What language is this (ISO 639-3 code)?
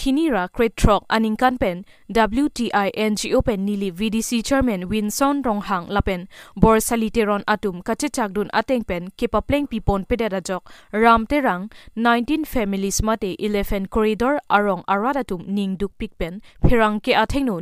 mjw